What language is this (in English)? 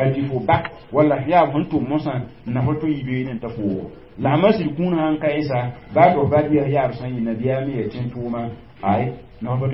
Mossi